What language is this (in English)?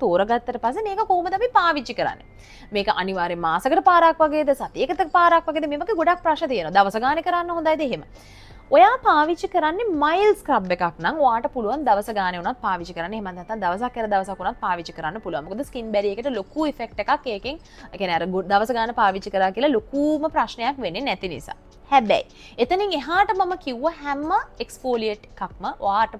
Sinhala